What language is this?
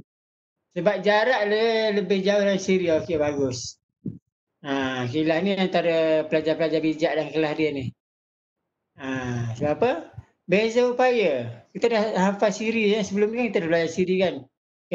Malay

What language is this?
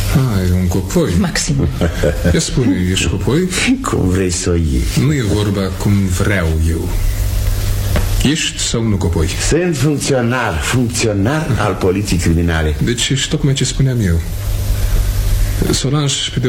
Romanian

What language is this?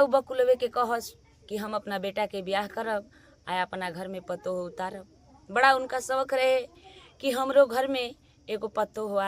Bhojpuri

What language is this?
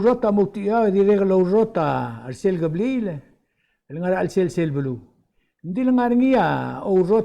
Palauan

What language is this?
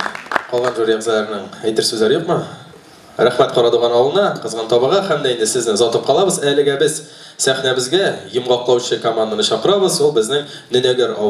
Tatar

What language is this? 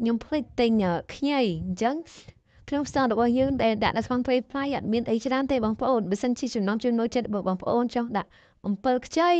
Khmer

